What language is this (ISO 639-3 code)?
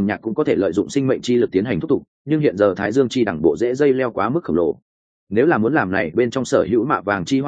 vie